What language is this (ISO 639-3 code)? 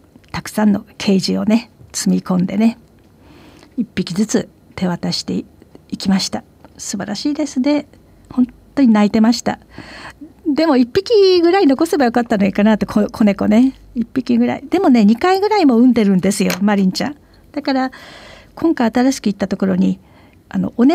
jpn